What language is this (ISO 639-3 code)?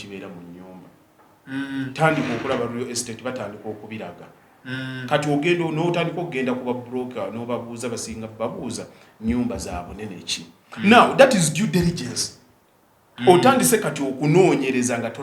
lug